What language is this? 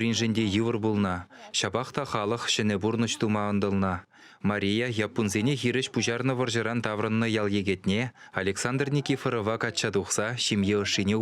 Chuvash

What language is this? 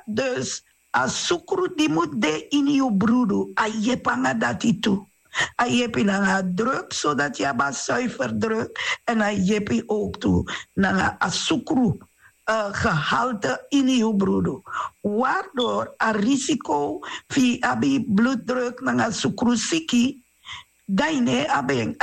Sranan Tongo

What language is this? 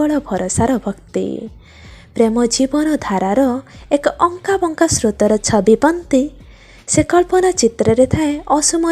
Odia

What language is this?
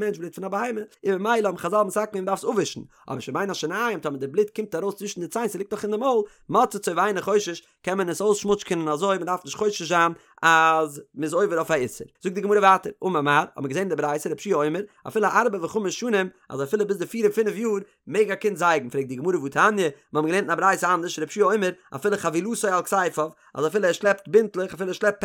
Yiddish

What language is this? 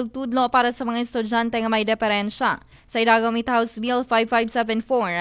Aklanon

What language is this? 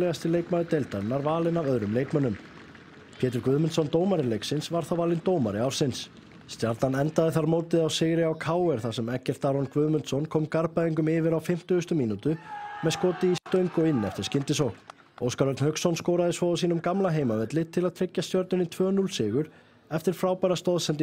Icelandic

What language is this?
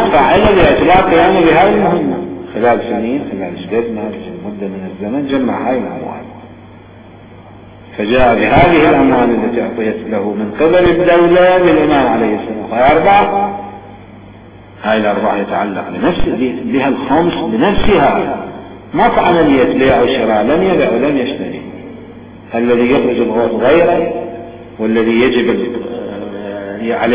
Arabic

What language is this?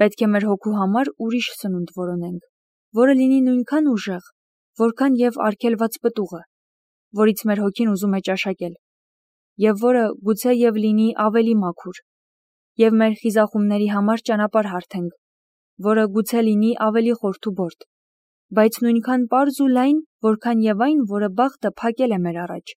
Armenian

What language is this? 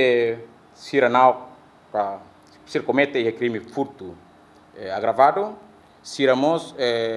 Tetum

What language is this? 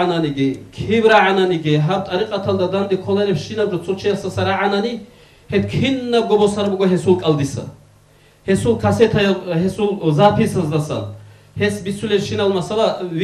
Avaric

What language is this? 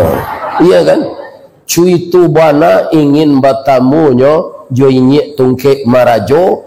Minangkabau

